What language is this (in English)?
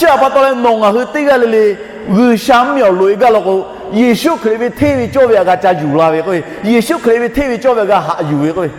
Lahu